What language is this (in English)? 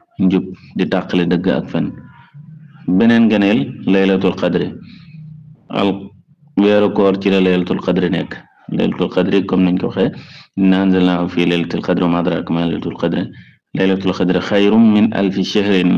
Wolof